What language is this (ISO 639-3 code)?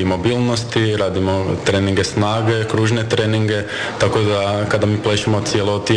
hrv